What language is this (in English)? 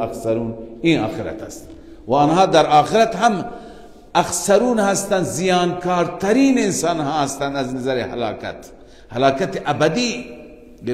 Persian